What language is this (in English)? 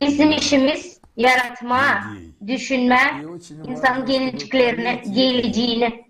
Gagauz